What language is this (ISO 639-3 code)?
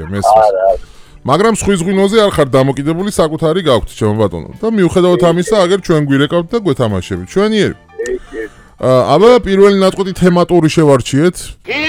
kat